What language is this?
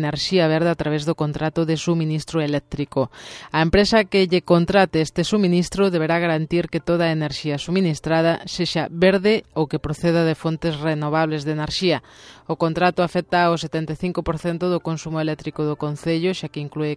Galician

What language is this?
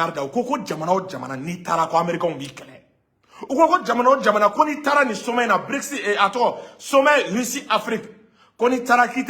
Bambara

